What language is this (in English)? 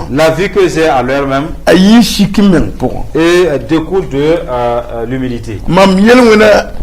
Mossi